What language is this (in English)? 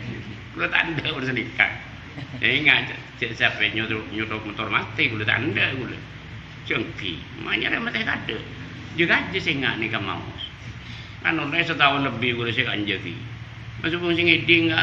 Madurese